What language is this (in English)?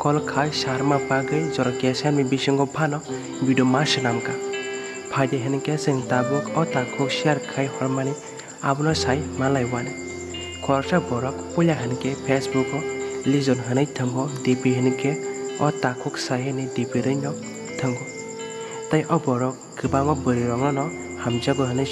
Kok Borok